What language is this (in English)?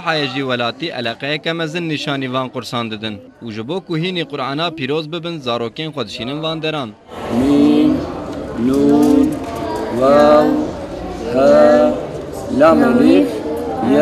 Kurdish